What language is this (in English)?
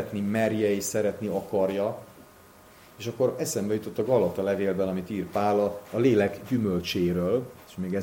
Hungarian